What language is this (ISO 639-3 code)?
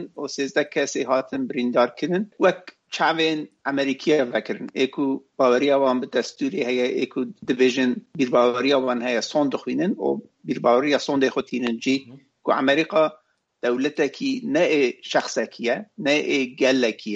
kur